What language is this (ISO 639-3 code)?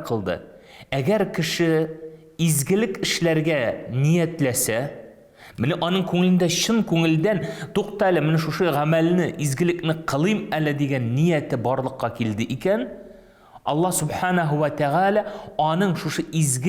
tat